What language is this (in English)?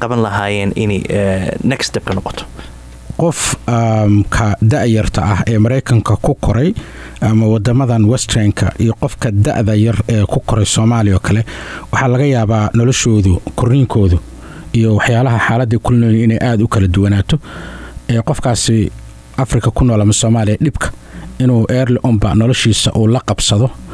Somali